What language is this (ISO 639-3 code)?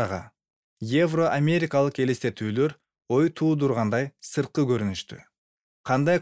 kir